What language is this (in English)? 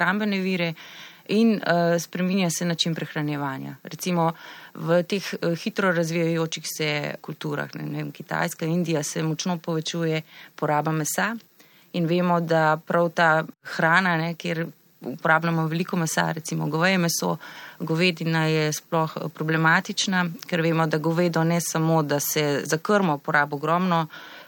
Slovenian